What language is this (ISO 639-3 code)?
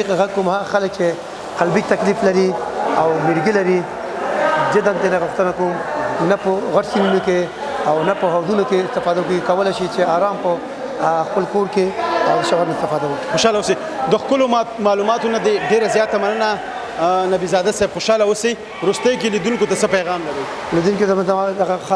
pus